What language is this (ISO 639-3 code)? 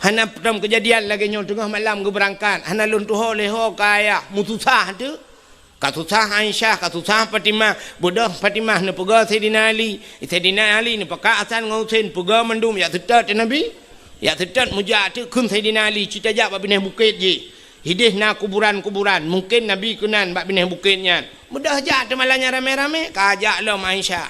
ace